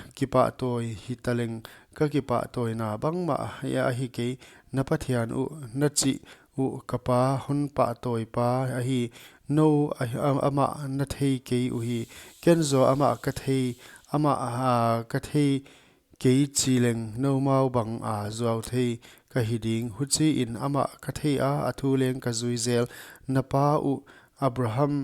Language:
Paite Chin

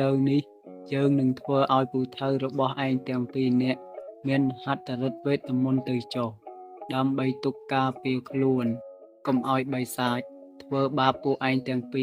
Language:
Khmer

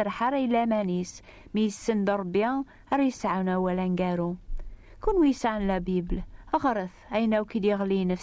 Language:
Kabyle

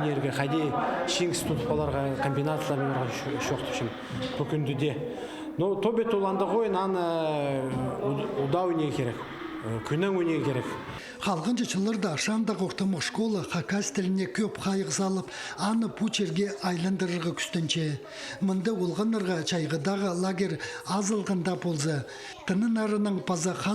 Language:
Khakas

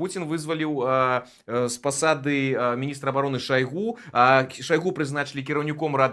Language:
Belarusian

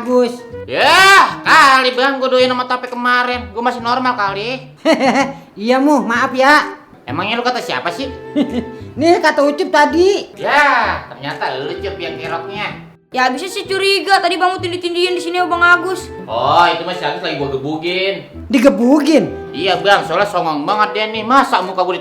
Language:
Betawi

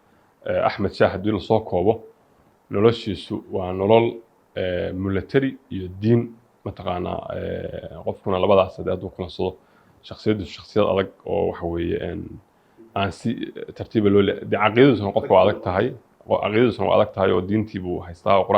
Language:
Somali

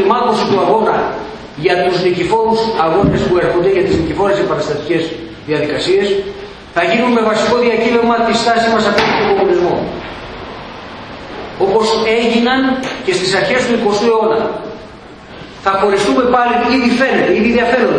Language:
Greek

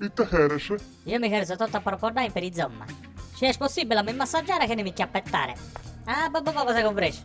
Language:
Sardinian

